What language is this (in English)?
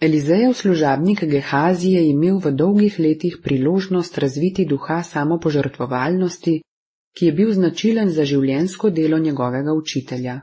Slovenian